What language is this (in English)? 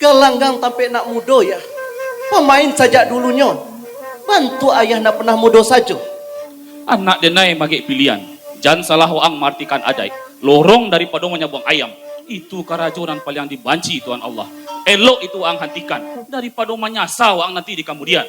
Minangkabau